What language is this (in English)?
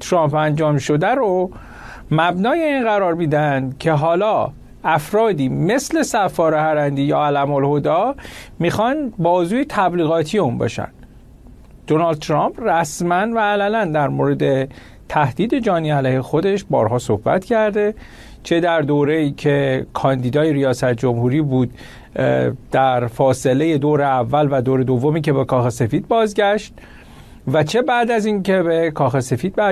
Persian